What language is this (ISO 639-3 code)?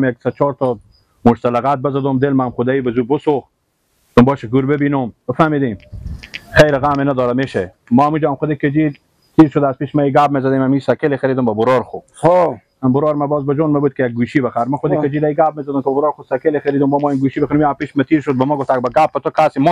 fas